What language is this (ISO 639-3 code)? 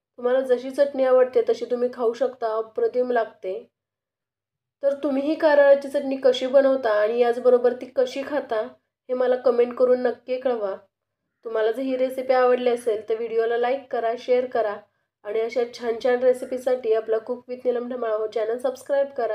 mar